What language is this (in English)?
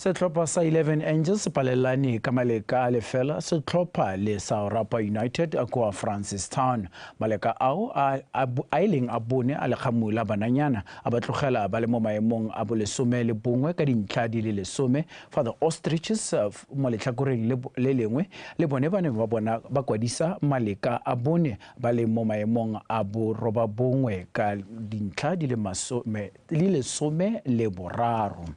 Tswana